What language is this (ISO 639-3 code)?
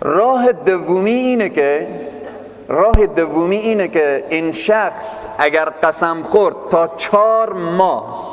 fas